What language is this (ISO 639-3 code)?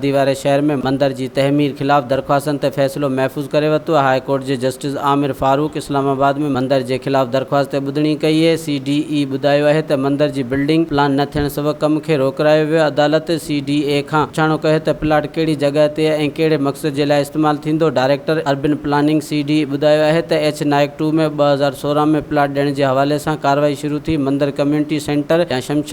snd